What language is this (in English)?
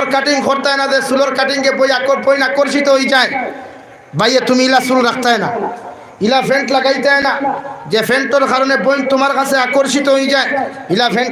Sylheti